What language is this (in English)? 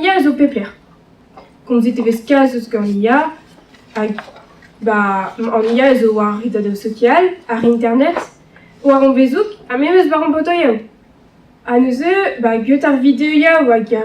Breton